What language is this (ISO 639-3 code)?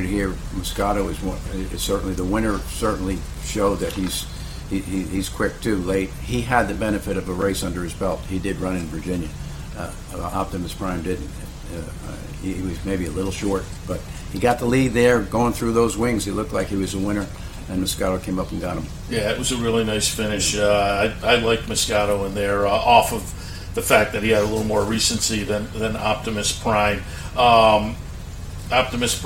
eng